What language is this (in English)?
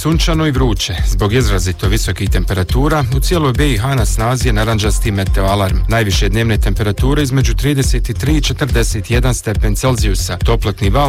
Bosnian